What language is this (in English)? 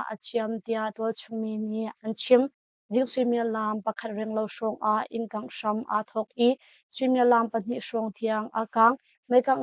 Hakha Chin